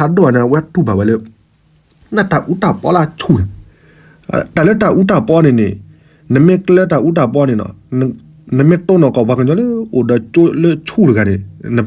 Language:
S'gaw Karen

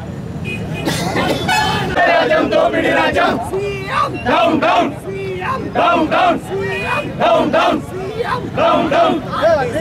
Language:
Telugu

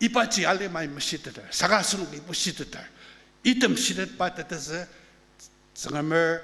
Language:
Ao Naga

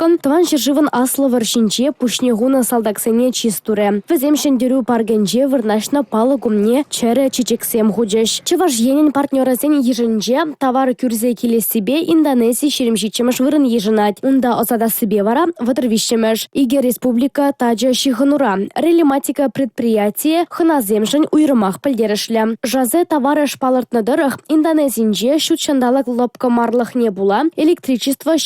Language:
Chuvash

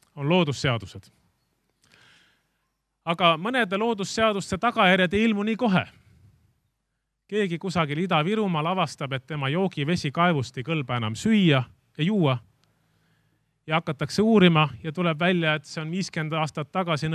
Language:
Estonian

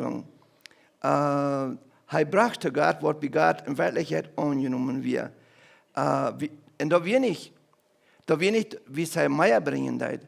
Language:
Plautdietsch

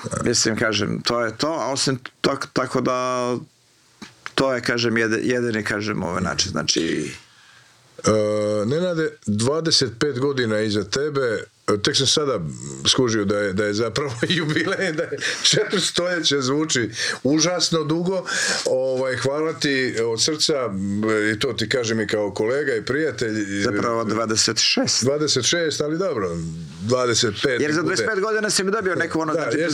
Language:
Croatian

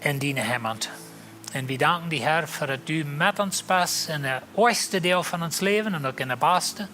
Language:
Plautdietsch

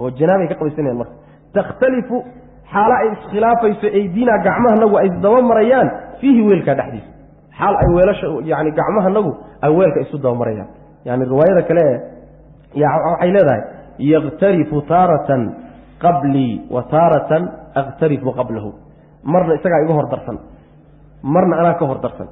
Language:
Somali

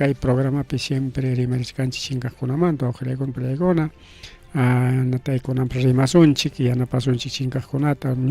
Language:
Ayacucho Quechua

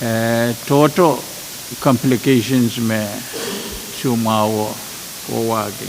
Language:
Pohnpeian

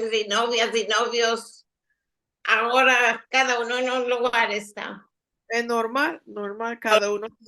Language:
Ladino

